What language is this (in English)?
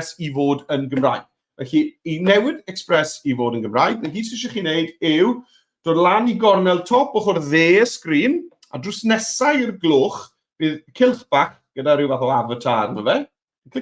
Welsh